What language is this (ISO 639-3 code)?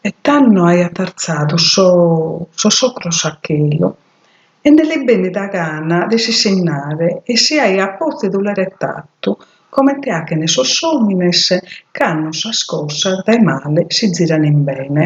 srd